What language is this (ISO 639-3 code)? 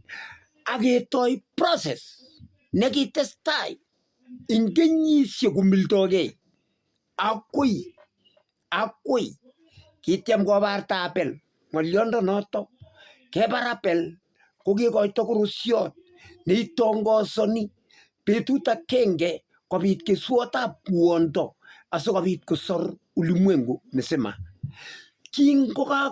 kln